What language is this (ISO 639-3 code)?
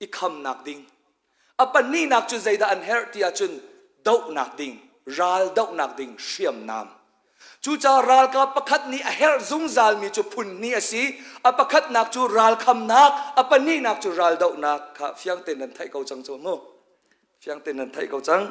cnh